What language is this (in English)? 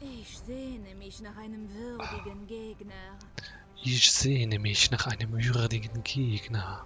Swiss German